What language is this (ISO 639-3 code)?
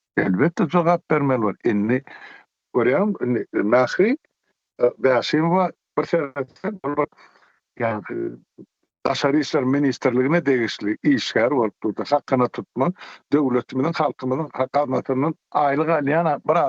tuk